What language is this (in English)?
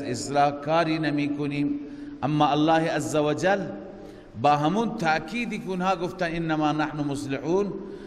Persian